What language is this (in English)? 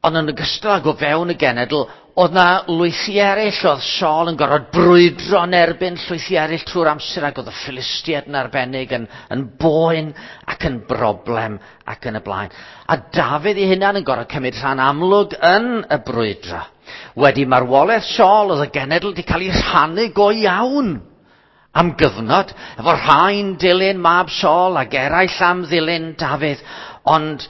Welsh